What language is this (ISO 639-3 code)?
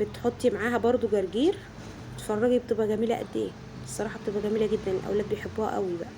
arz